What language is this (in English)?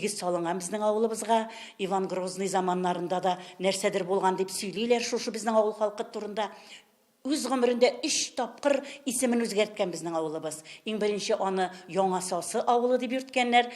Tatar